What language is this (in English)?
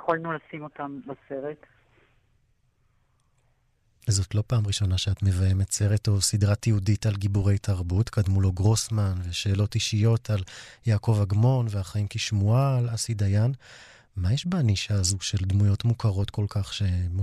Hebrew